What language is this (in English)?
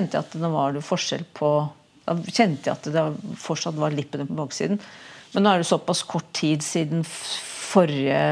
Norwegian